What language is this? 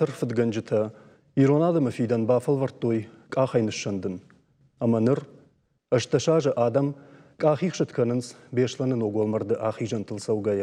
Ossetic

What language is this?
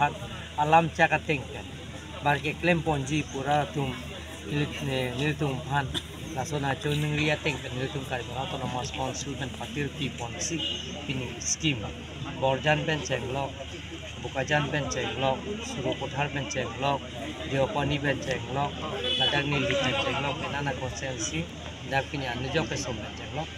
Karbi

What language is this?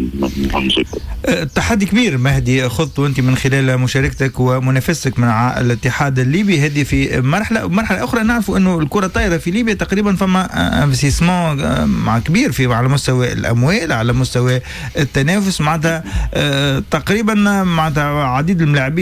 Tunisian Arabic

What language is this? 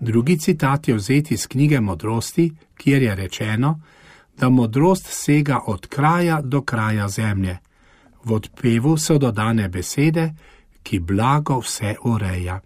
Slovenian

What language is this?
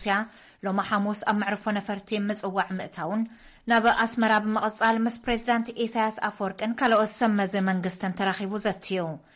Tigrinya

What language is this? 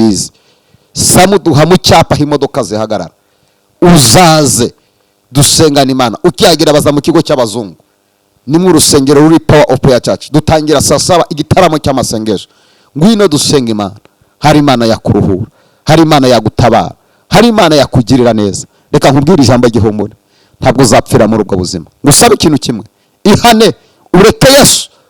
Kinyarwanda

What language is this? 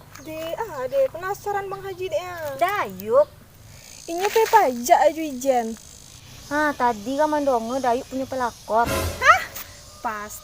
Minangkabau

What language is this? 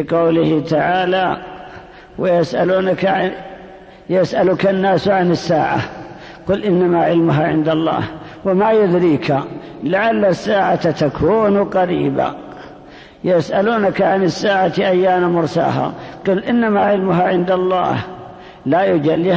Arabic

